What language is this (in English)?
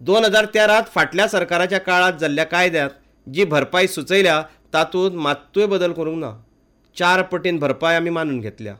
Konkani